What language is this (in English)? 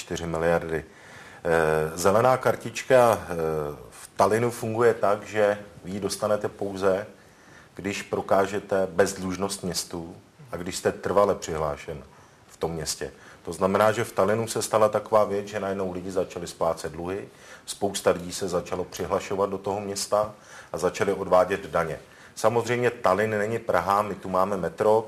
Czech